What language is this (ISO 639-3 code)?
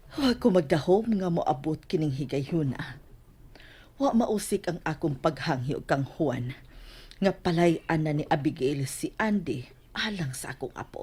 ceb